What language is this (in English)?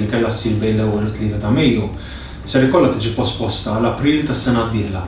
Maltese